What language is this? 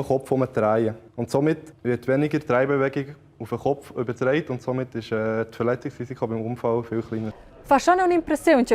Romansh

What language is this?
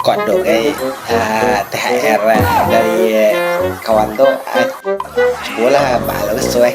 Minangkabau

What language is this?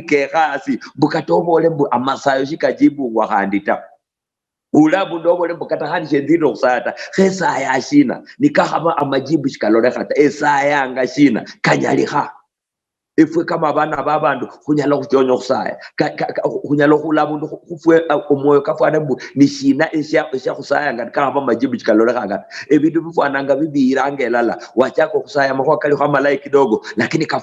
Luyia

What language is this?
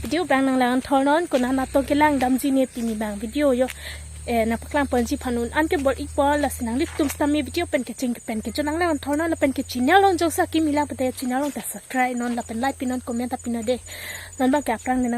Karbi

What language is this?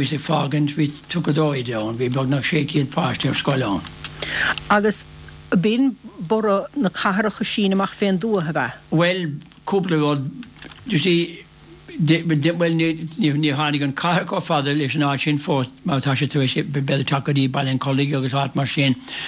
Irish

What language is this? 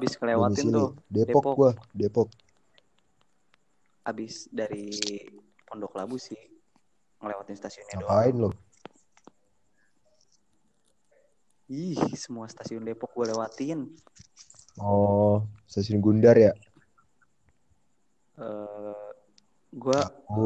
Indonesian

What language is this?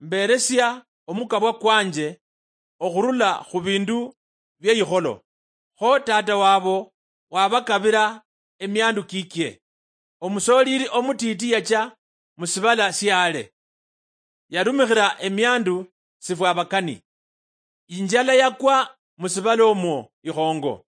Luyia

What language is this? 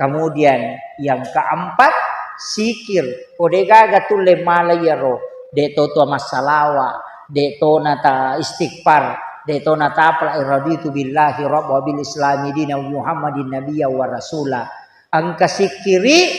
Buginese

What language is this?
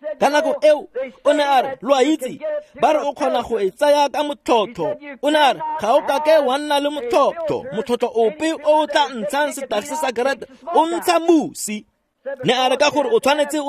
Tswana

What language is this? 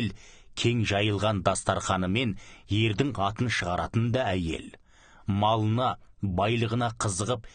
Kazakh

